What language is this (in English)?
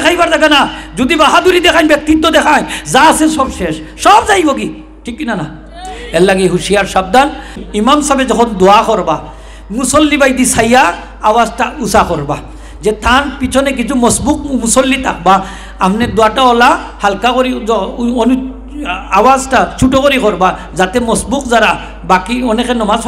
Sylheti